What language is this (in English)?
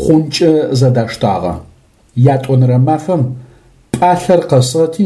Adyghe